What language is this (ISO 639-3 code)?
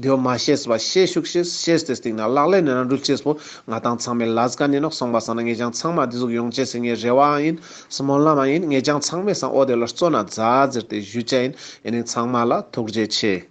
lbj